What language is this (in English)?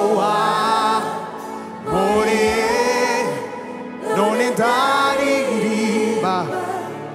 Kinyarwanda